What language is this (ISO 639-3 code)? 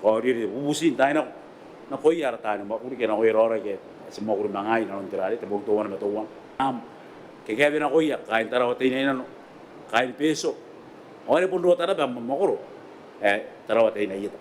gil